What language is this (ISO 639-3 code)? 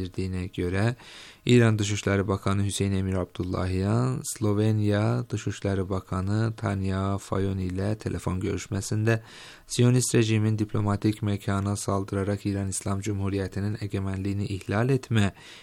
tur